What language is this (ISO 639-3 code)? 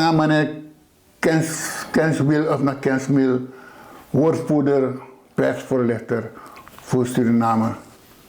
srn